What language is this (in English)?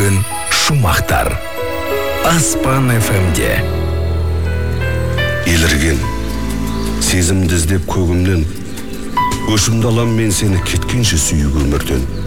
Kazakh